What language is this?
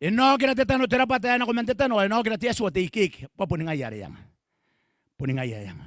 Gilbertese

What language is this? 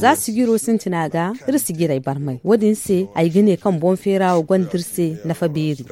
Zarma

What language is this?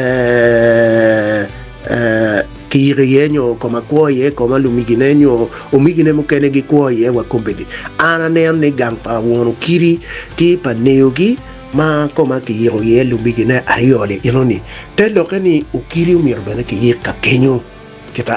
Acoli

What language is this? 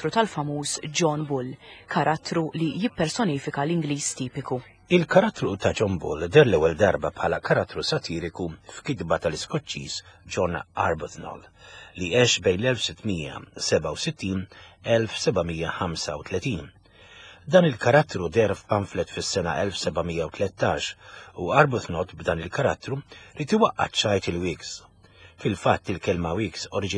Maltese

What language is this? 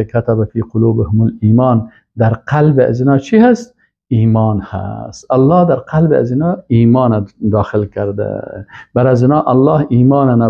Persian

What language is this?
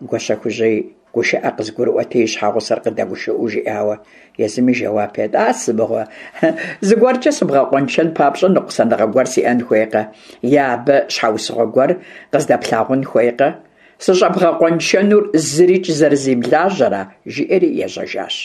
Kabardian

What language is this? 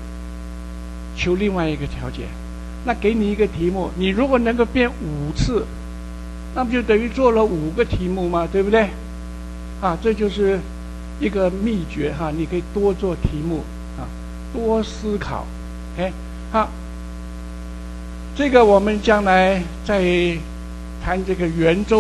Chinese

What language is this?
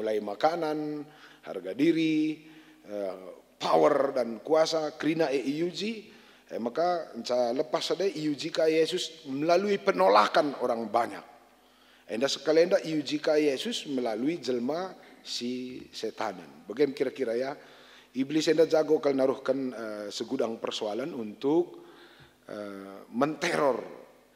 Batak Karo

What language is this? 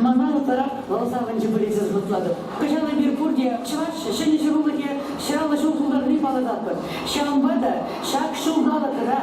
Chuvash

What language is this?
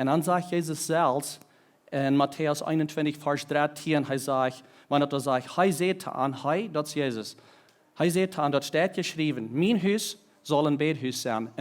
Plautdietsch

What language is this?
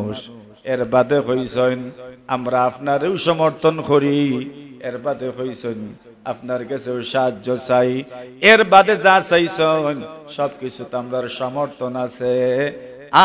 Sylheti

